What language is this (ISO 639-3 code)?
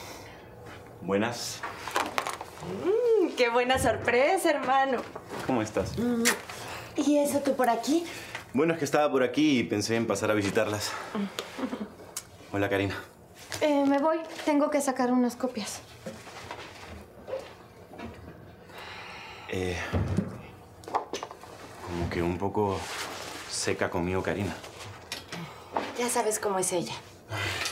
spa